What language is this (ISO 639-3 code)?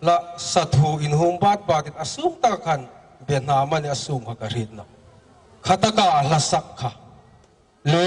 hmr